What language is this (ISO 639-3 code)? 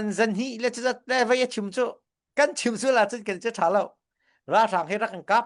cnh